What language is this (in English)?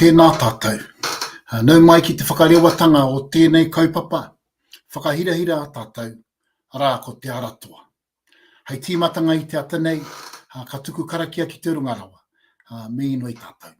Māori